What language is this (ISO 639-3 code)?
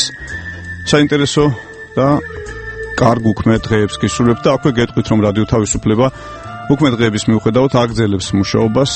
kat